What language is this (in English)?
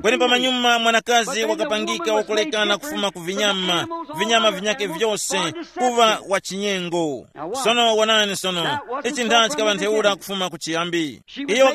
Tumbuka